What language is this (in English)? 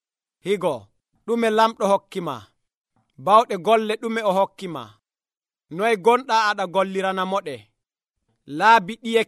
Nigerian Fulfulde